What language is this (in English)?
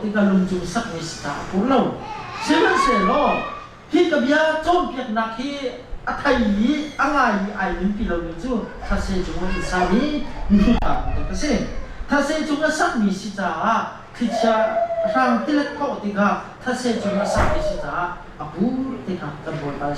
Hakha Chin